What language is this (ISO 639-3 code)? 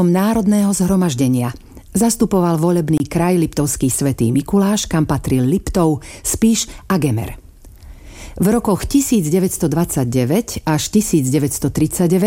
slk